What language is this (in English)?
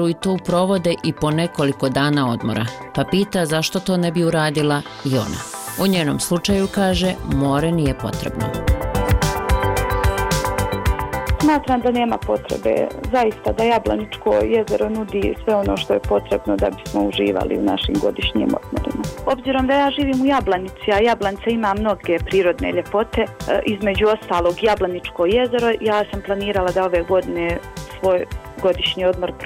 Bosnian